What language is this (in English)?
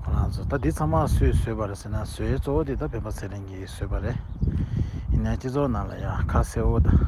Tibetan